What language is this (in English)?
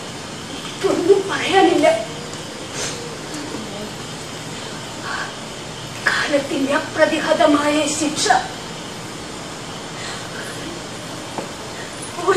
Malayalam